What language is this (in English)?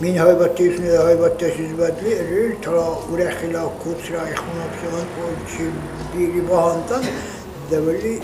Dargwa